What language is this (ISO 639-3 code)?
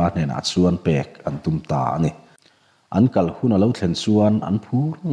lus